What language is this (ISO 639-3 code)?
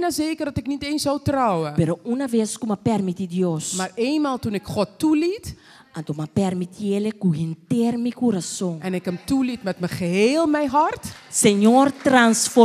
pap